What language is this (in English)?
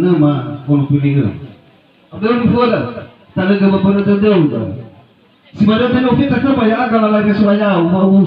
Nias